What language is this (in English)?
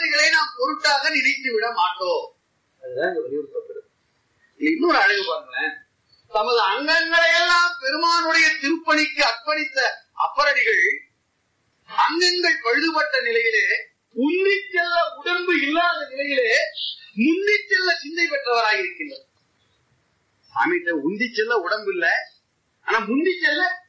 Tamil